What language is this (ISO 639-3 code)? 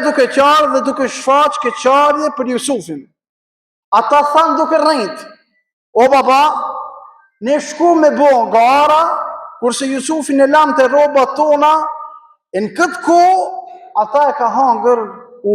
sqi